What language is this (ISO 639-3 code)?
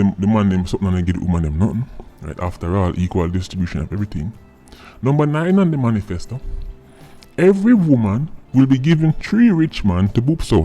jam